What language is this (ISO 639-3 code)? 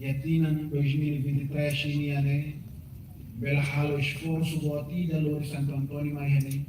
tet